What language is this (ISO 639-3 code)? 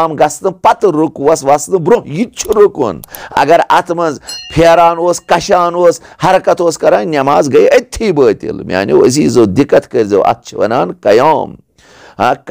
kas